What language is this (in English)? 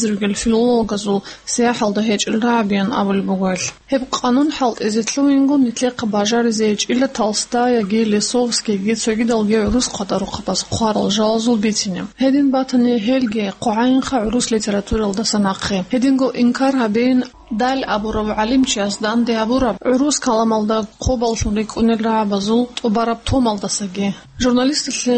Avaric